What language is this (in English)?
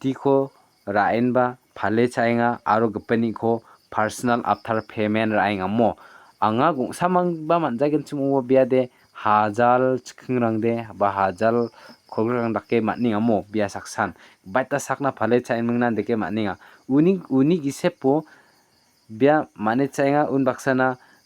Garo